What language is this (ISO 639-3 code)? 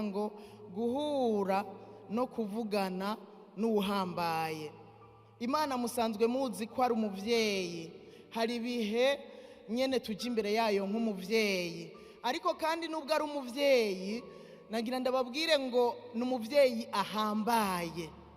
run